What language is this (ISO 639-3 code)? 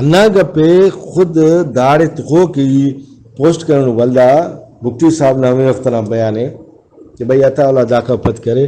brh